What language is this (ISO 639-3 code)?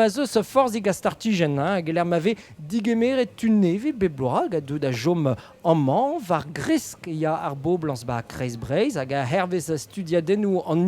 bre